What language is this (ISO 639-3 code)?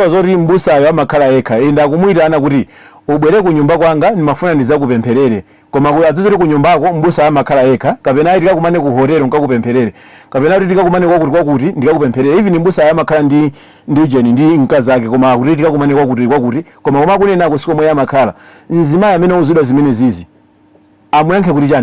nya